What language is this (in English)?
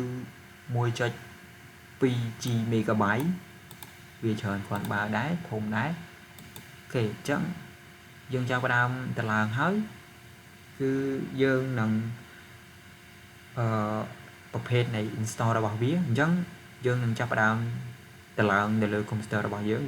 Khmer